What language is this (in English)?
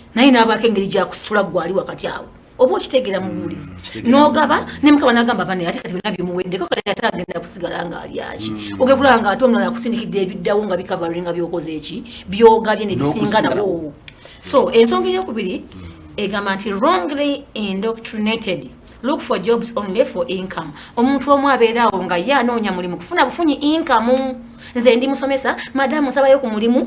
Ganda